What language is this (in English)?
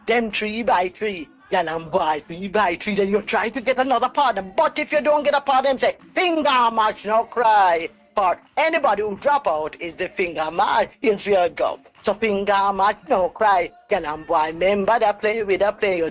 Jamaican Creole English